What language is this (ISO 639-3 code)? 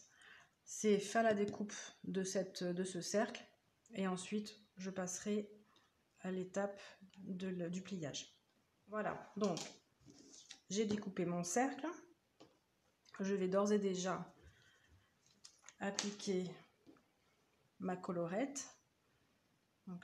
fra